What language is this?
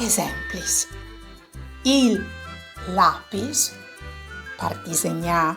Friulian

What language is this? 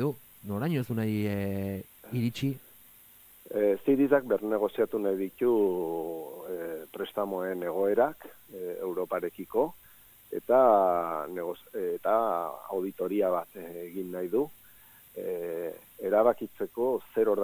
Basque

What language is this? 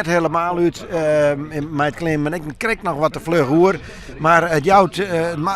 Western Frisian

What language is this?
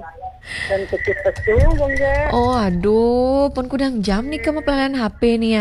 Balinese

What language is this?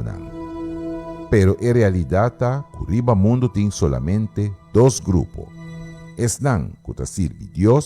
Papiamento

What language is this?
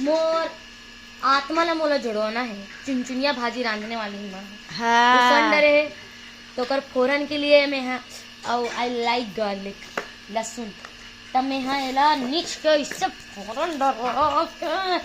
Chhattisgarhi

